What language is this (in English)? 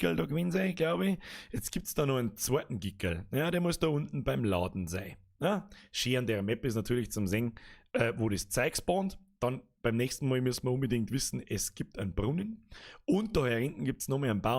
Bavarian